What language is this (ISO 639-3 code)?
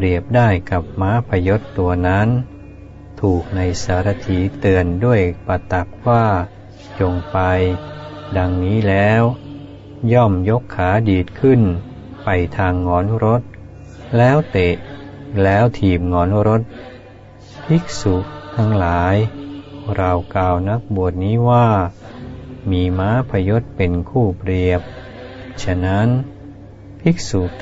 tha